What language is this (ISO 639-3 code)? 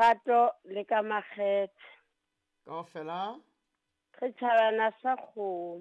sot